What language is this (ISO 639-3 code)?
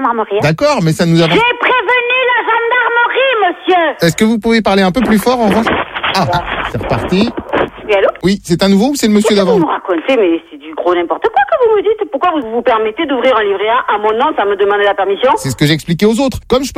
fra